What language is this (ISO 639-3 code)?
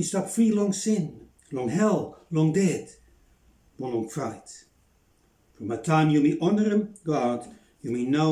bis